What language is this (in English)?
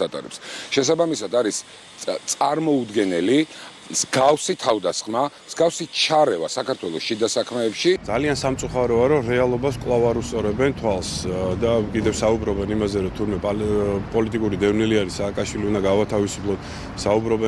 Georgian